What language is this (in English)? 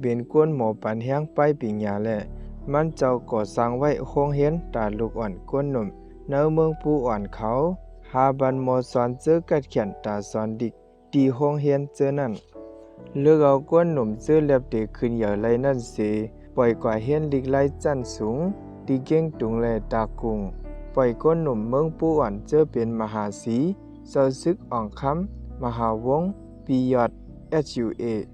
Shan